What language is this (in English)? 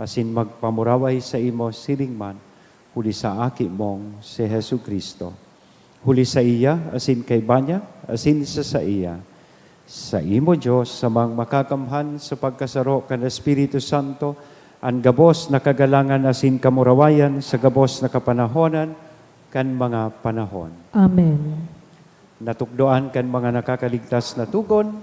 Bikol